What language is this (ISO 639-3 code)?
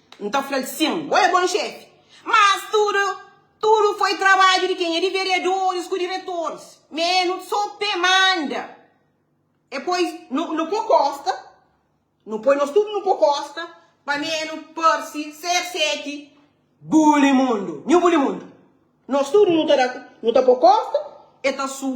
kea